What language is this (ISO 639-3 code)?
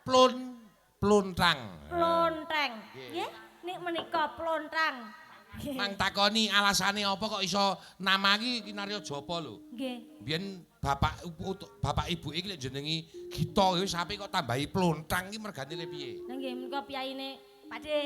jav